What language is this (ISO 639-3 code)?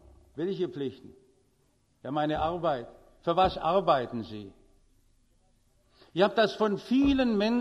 deu